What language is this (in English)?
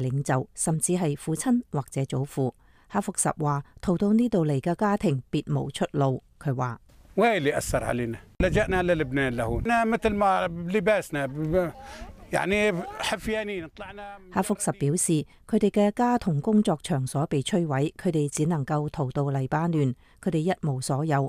Cantonese